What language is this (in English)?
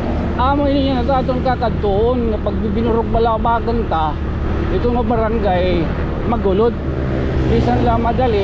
Waray